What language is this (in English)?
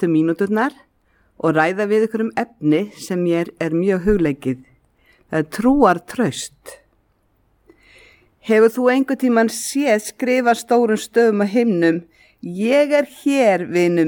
Icelandic